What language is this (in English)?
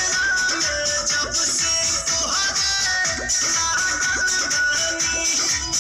Bhojpuri